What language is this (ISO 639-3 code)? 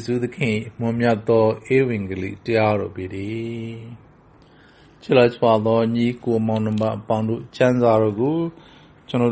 mya